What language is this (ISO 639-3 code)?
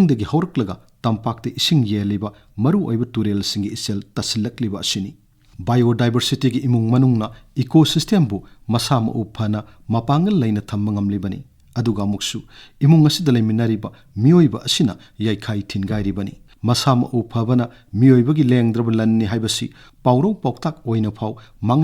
mni